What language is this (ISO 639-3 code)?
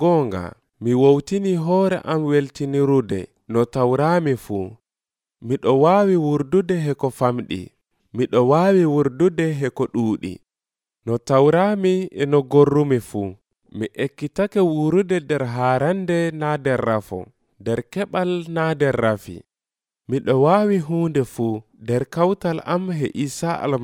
fuv